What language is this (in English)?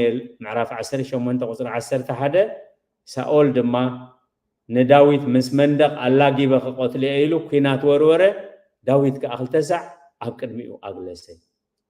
Tigrinya